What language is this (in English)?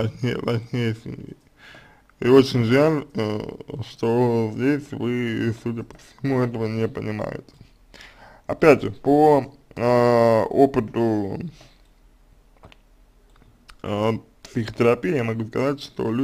Russian